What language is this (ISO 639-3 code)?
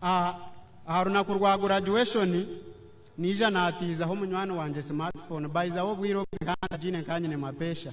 nyn